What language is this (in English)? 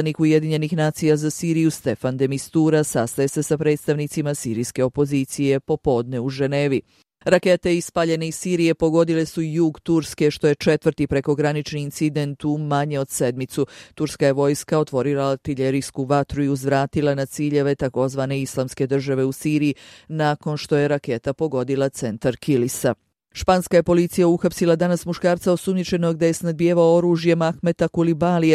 Bosnian